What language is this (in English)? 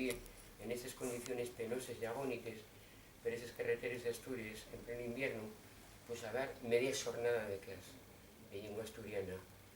Asturian